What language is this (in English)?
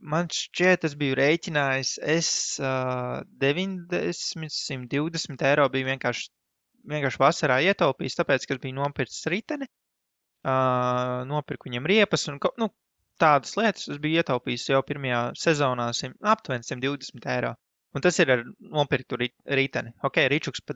Latvian